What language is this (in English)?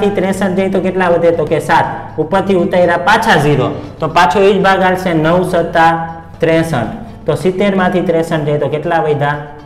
Gujarati